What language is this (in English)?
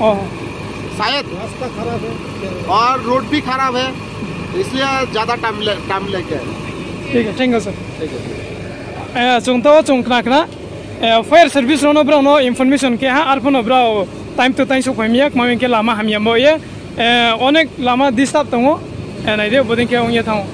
Riang (India)